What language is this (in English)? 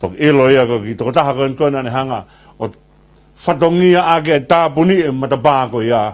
Tongan